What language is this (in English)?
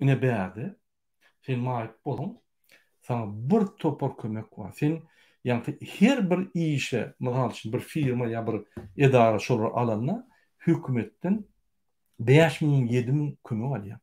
Turkmen